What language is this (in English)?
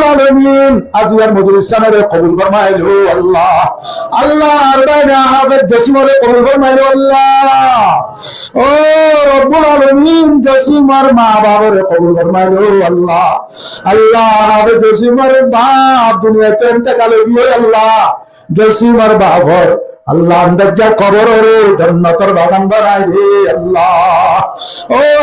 Rohingya